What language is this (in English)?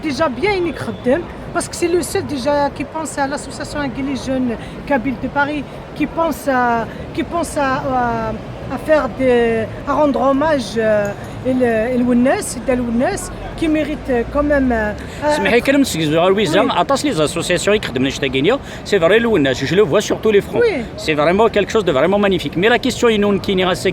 Kabyle